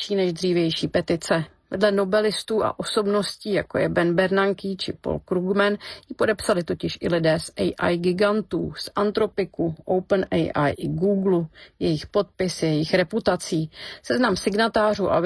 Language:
Czech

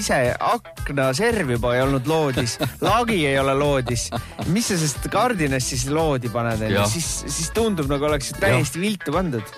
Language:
Estonian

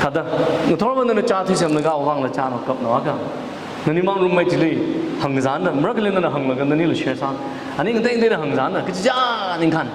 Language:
Tangkhul Naga (India)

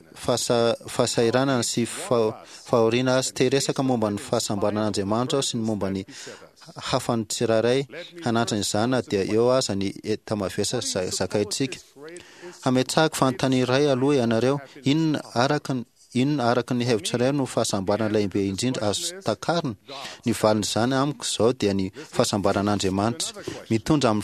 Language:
Malagasy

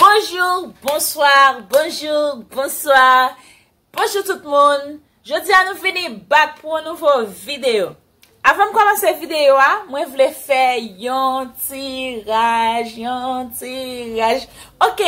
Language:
Haitian Creole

